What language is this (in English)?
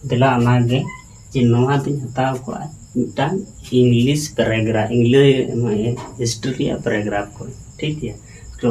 Santali